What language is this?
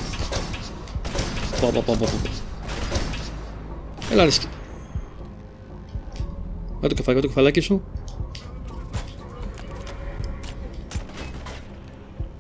Greek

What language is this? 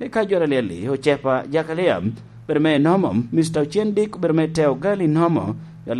Lango (Uganda)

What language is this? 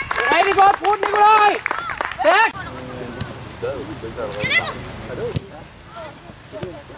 Danish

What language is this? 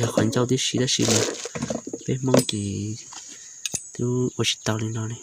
Hmong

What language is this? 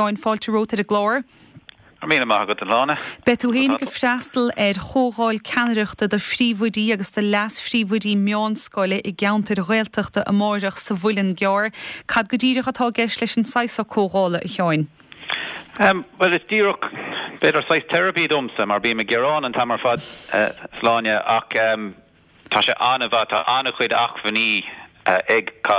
Irish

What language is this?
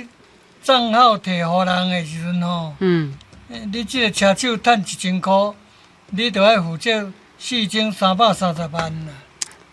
Min Nan Chinese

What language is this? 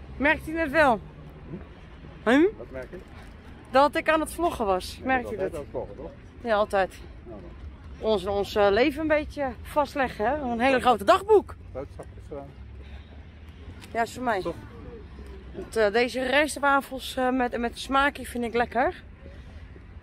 Dutch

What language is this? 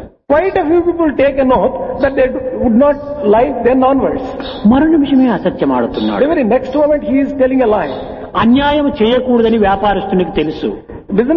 Telugu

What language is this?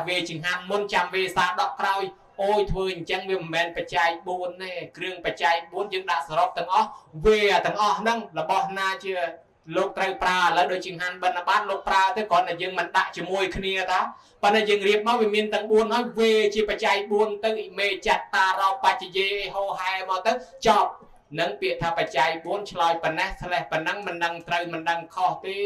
Khmer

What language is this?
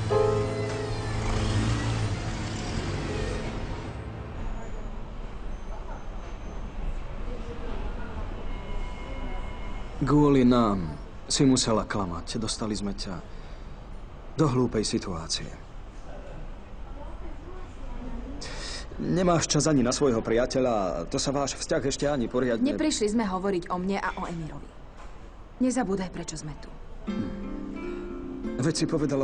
Slovak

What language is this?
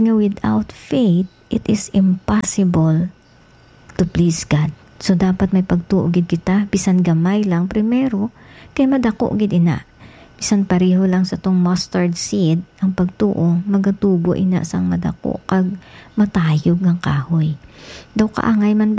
Hiligaynon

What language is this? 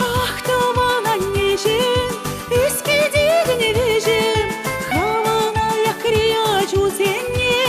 Chuvash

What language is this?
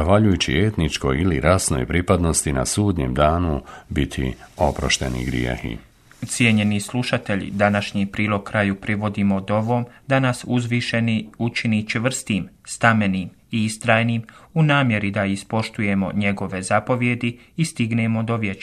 Bosnian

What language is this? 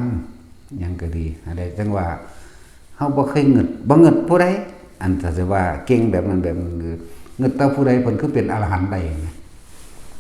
Northeastern Thai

